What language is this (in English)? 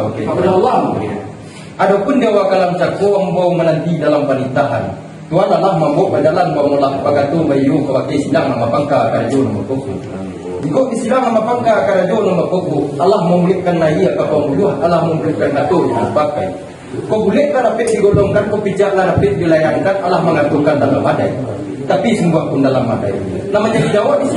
Minangkabau